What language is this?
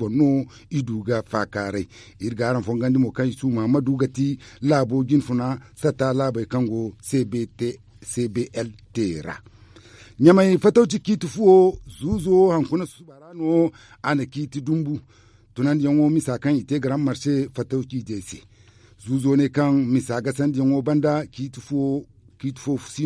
Zarma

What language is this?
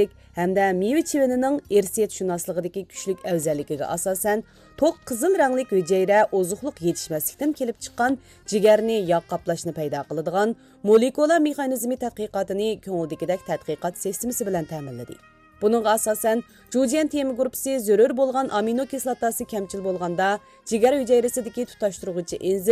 Uyghur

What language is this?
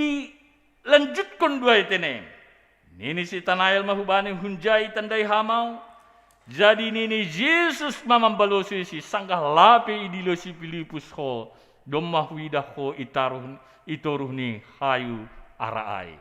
Batak Simalungun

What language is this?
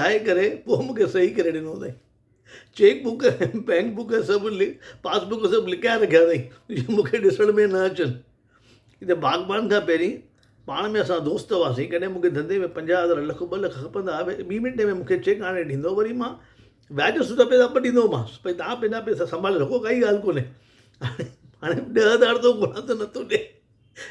Sindhi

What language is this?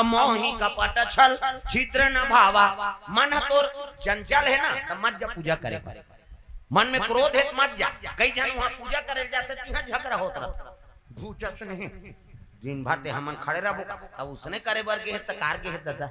Chhattisgarhi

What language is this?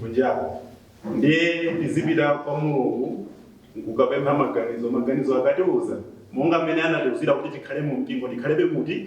Nyanja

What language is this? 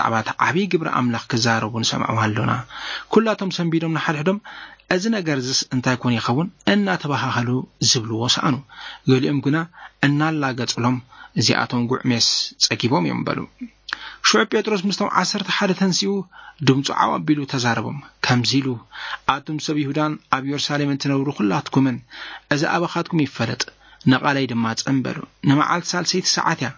Tigrinya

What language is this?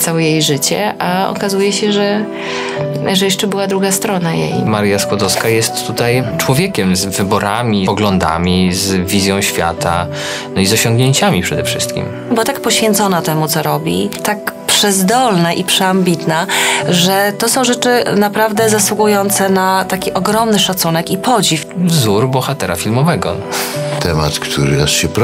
Polish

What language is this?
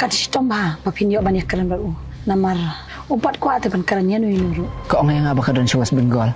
Khasi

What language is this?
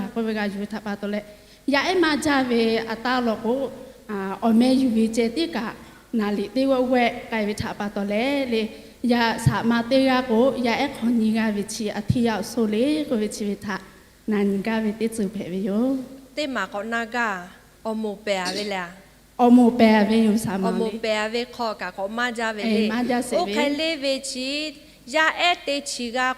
Lahu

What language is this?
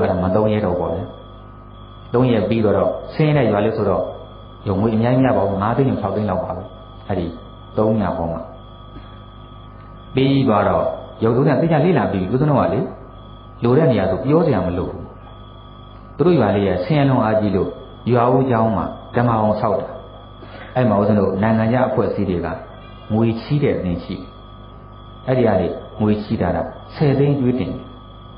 Burmese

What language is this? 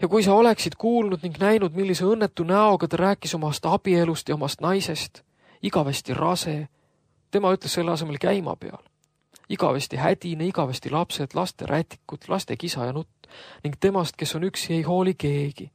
Estonian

